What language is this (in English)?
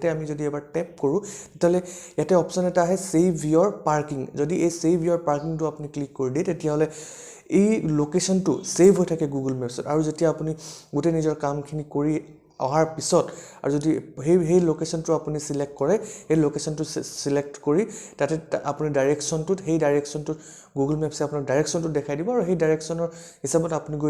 Assamese